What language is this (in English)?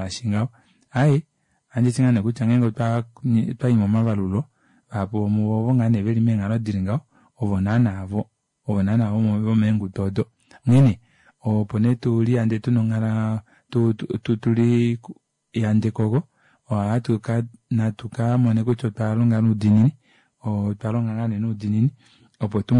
Kuanyama